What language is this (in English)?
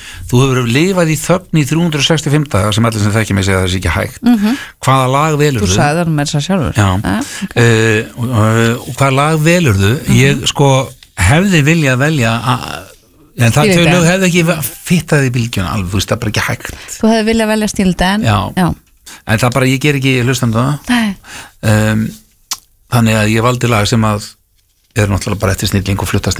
Icelandic